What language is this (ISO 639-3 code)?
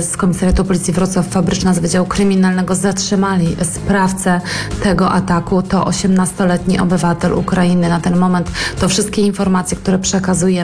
pol